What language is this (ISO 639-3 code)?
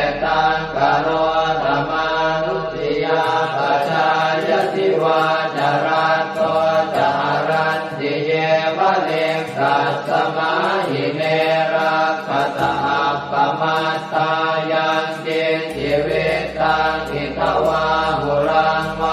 pli